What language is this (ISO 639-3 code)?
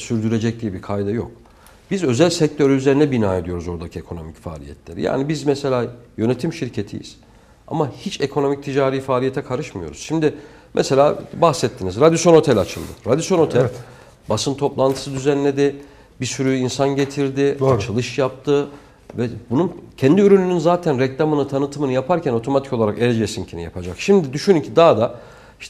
tur